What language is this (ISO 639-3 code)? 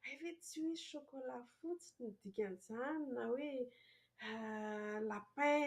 mlg